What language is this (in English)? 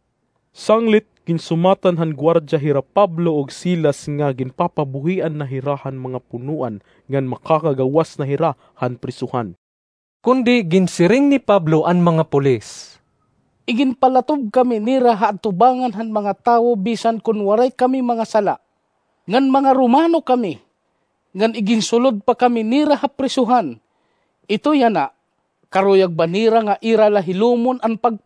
Waray